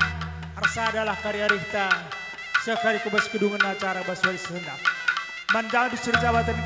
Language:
Batak Karo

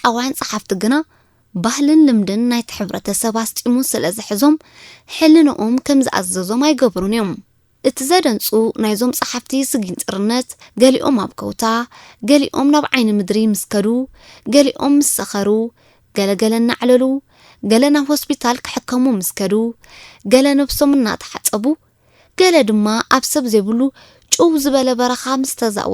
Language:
Tigrinya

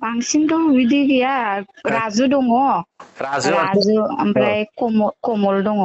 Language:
Bodo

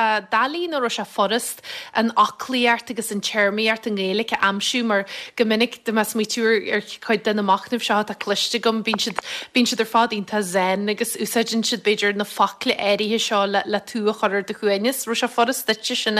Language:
Irish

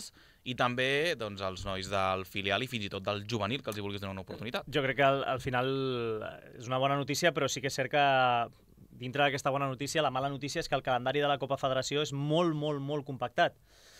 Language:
Catalan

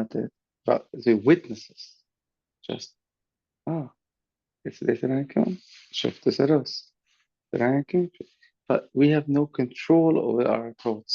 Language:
Yiddish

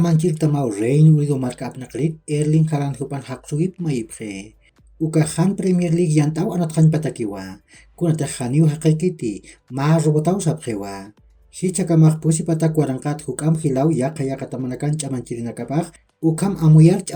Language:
Aymara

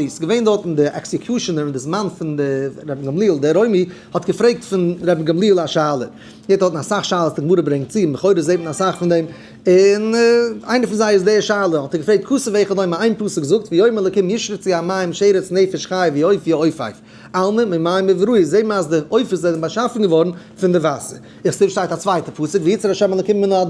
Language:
Yiddish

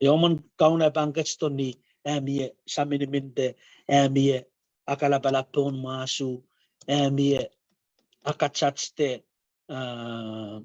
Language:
Pohnpeian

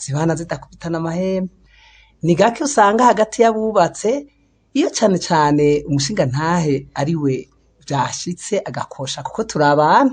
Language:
Rundi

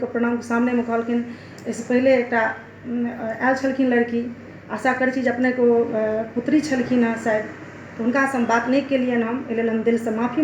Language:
Maithili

